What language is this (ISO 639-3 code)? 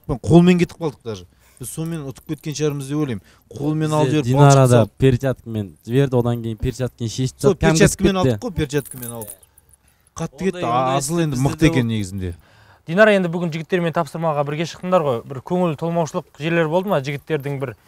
kaz